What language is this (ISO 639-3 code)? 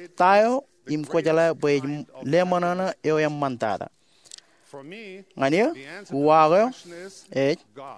mah